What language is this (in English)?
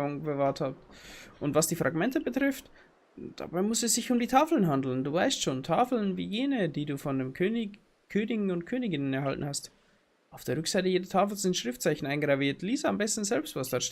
Bavarian